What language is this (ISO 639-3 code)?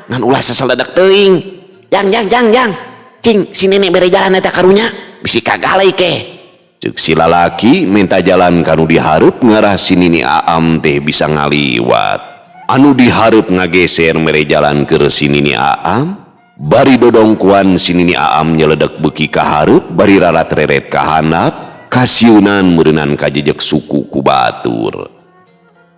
sun